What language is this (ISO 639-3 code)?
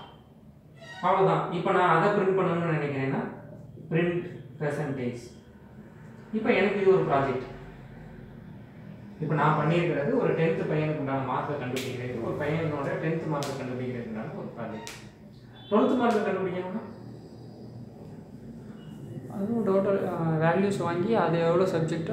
tam